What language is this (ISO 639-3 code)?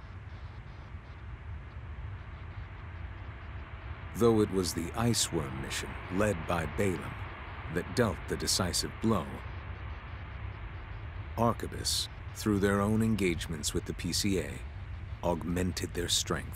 eng